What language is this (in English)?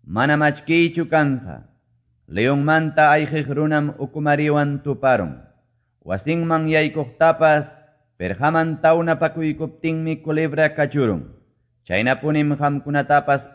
Quechua